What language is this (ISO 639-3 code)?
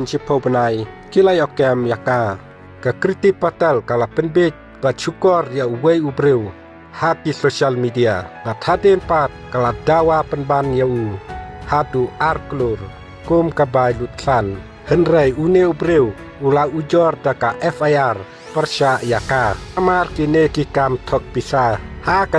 kha